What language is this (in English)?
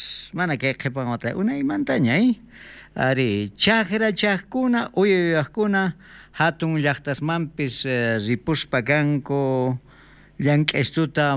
South Bolivian Quechua